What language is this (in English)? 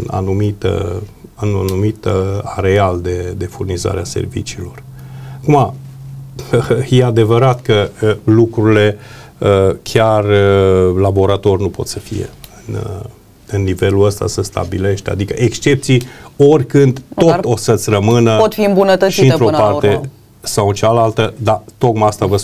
Romanian